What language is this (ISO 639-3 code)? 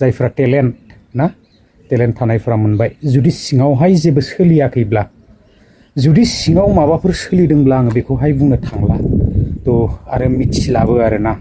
brx